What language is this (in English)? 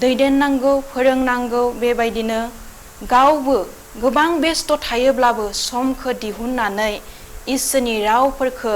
Bodo